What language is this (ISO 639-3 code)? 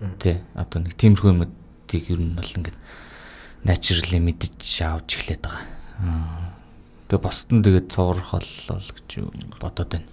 mon